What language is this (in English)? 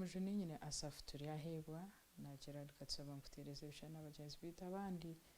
Nyankole